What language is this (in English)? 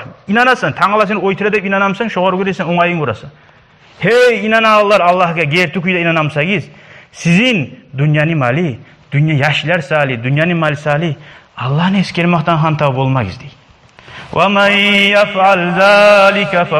Kumyk